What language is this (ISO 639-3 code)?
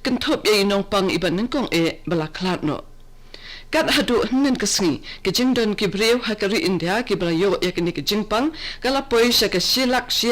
kha